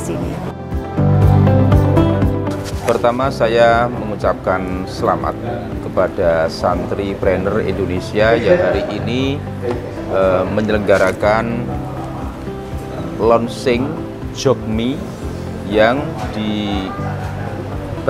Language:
Indonesian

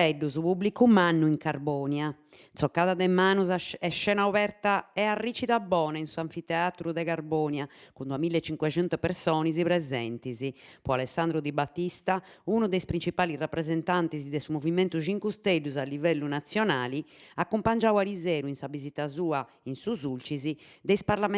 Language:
Sardinian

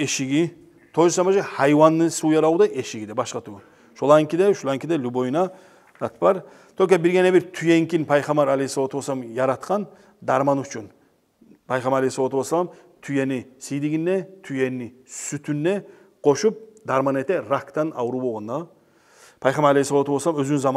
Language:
Kumyk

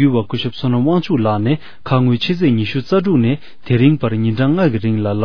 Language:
Tibetan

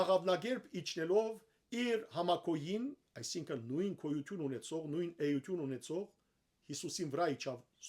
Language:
Western Armenian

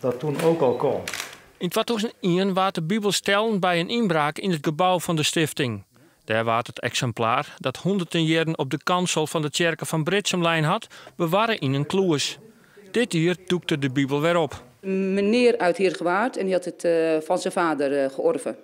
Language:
Western Frisian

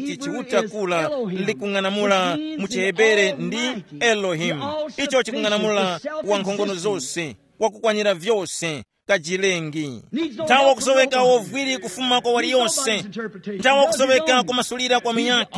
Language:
Tumbuka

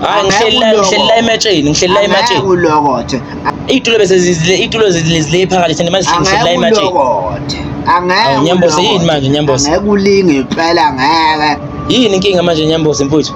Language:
Zulu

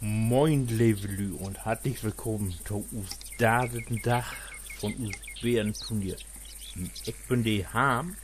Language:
Low German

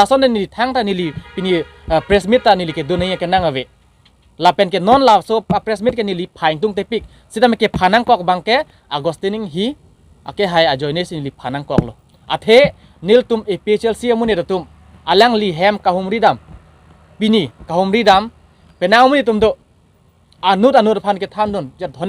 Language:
Karbi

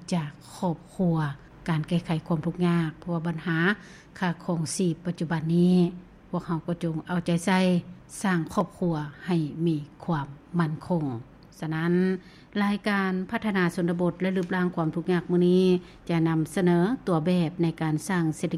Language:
Lao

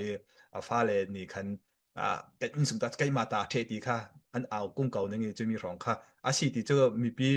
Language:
Falam Chin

